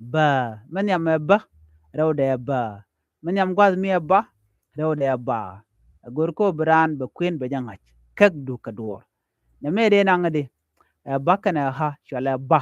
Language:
Nuer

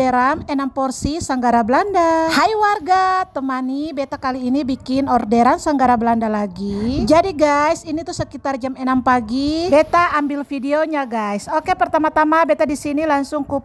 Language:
Ambonese Malay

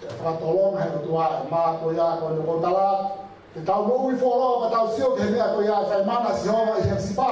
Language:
Tongan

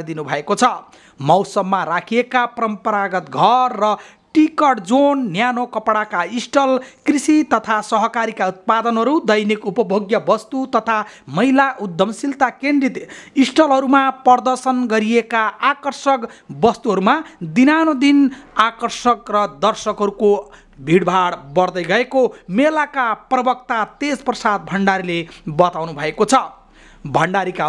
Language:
Nepali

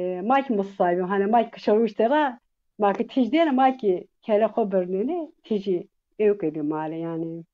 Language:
Zaza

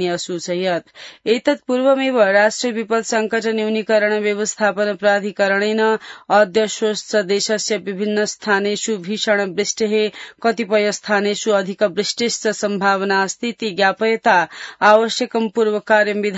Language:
Sanskrit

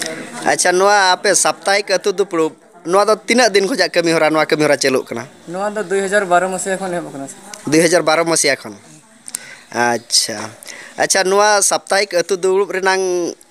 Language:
Santali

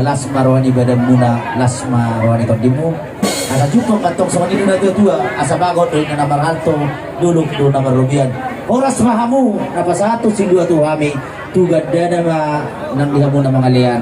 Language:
Batak Toba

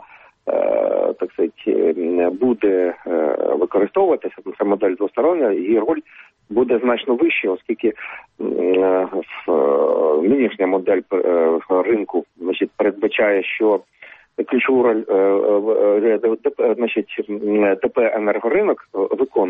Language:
Ukrainian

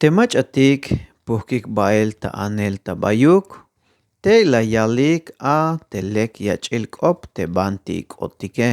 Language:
Tzeltal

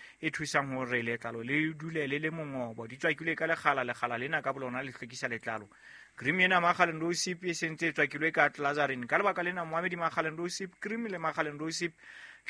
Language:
Southern Sotho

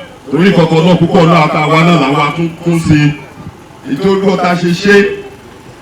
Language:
Yoruba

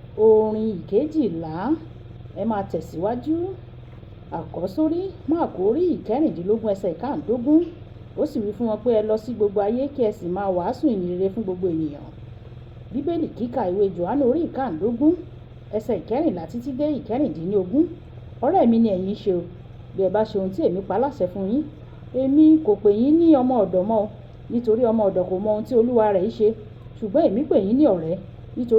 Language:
Yoruba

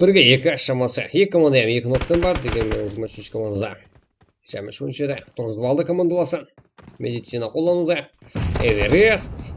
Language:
Kara-Kalpak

